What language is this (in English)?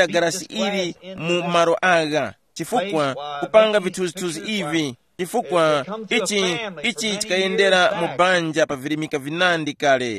Tumbuka